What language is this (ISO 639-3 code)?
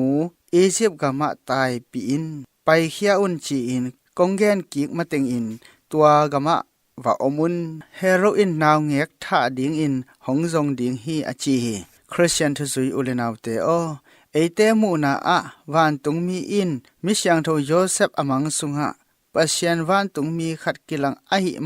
ctd